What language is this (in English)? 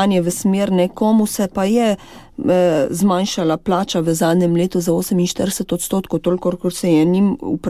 Slovenian